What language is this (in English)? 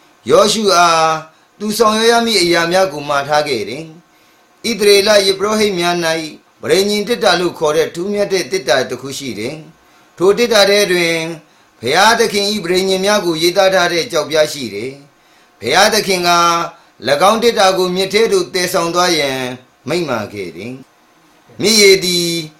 Burmese